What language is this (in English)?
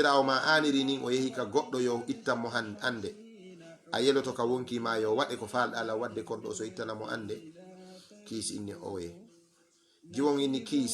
Fula